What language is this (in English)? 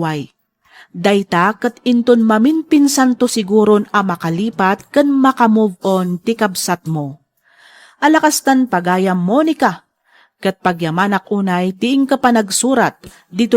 Iloko